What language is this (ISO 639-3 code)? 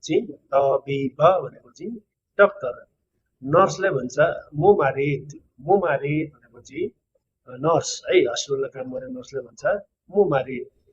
nep